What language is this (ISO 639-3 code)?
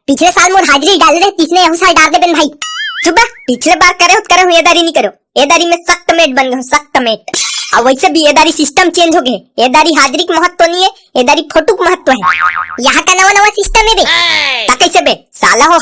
hne